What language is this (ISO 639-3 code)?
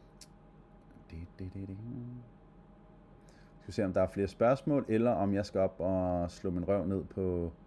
dan